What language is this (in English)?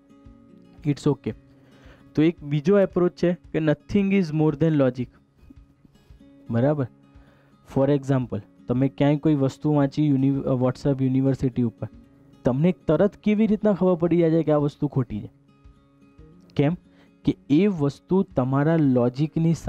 Gujarati